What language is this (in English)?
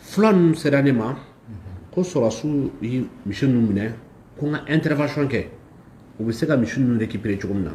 Bambara